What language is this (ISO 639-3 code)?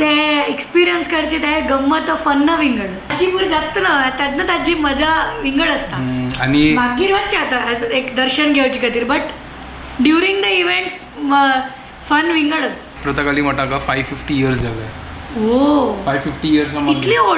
kok